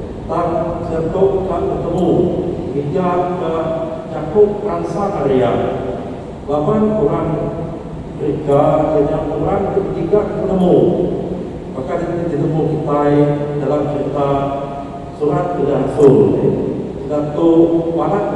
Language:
Iban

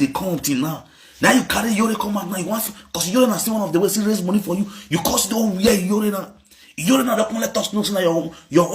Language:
Nigerian Pidgin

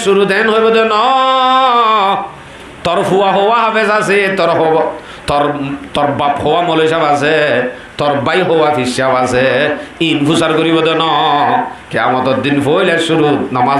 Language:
Rohingya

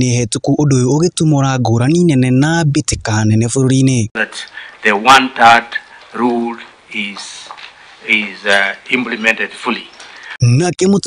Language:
Kikuyu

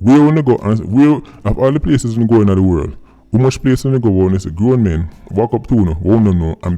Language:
Jamaican Creole English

